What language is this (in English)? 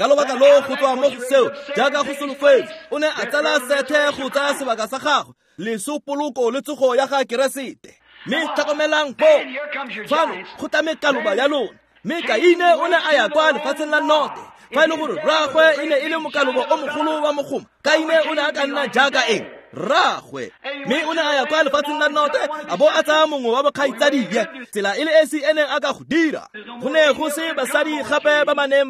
Tswana